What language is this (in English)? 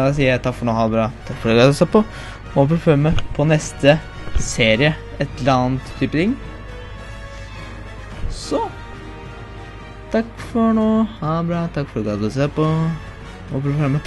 Norwegian